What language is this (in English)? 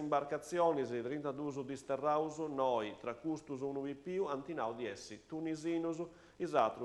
Sardinian